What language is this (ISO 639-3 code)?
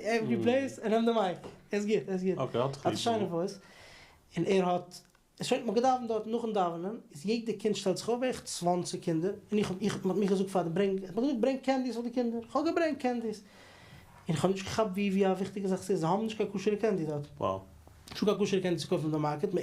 yid